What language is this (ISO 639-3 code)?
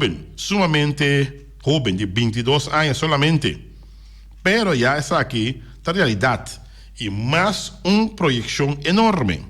pap